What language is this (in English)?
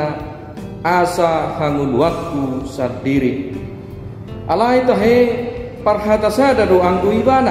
Batak Toba